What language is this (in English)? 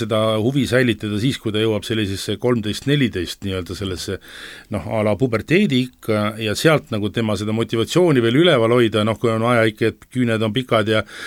Estonian